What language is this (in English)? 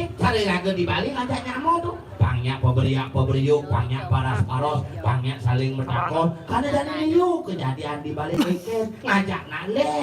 Balinese